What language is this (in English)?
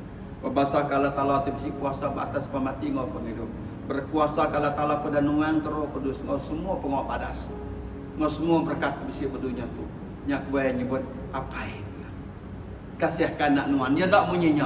Iban